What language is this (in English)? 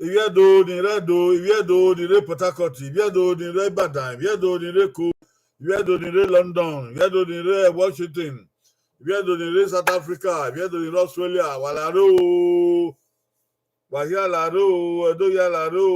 Bini